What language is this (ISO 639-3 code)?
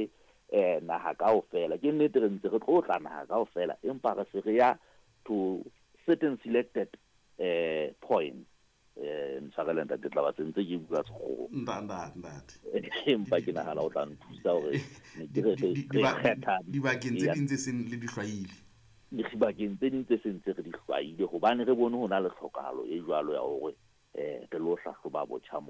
sot